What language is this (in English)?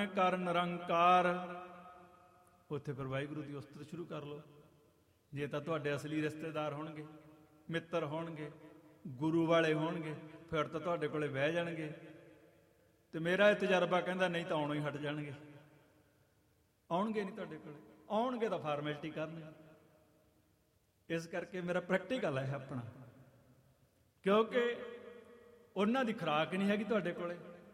Punjabi